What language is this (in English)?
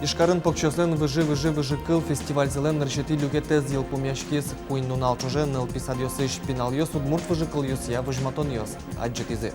Udmurt